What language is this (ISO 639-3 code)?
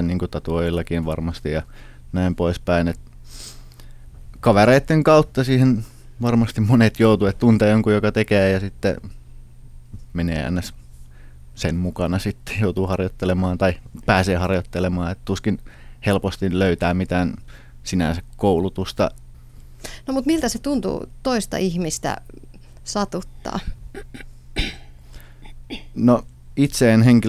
fin